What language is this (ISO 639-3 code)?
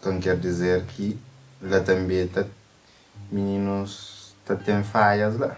kea